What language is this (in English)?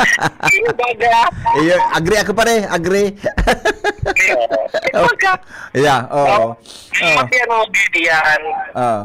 Bikol